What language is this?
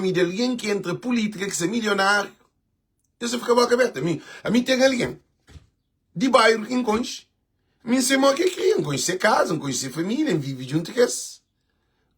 Kabuverdianu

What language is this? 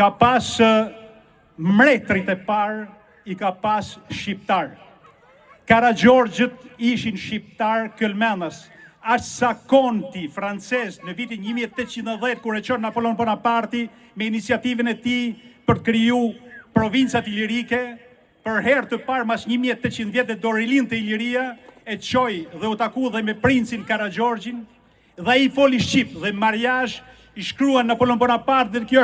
Albanian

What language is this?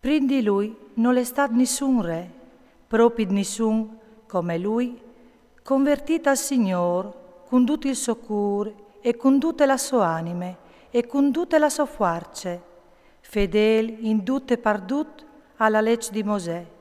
Friulian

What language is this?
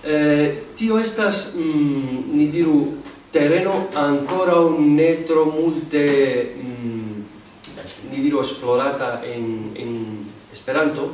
Esperanto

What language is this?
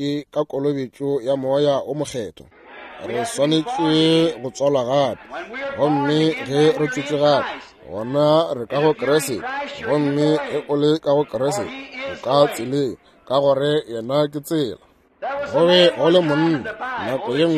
Northern Sotho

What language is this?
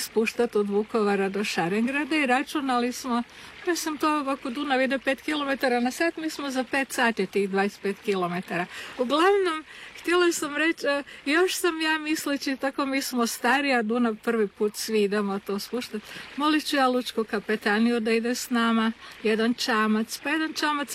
Croatian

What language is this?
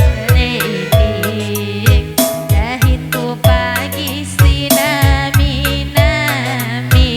Batak Karo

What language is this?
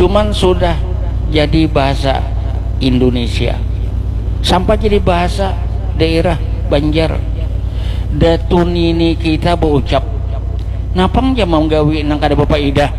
Banjar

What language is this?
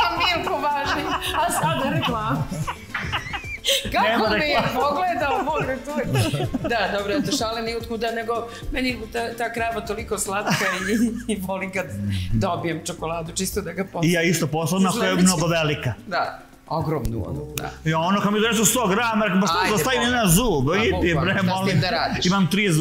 Serbian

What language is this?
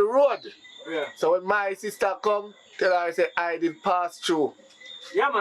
Jamaican Creole English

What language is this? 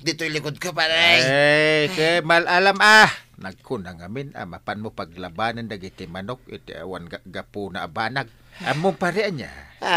Iloko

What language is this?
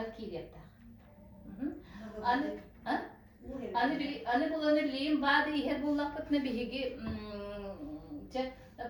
Yakut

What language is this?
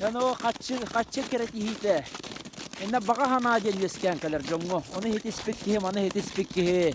Yakut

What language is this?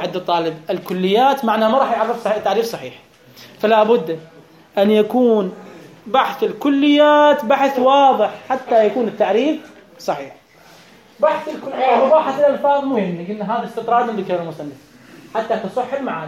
Mesopotamian Arabic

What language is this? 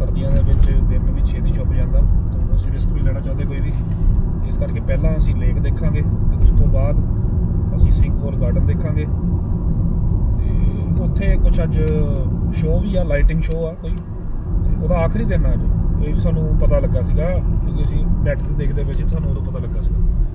Punjabi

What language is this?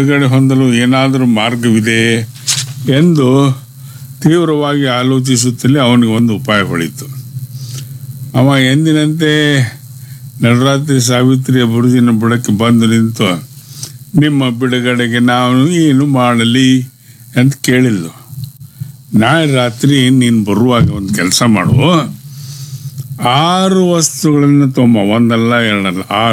Kannada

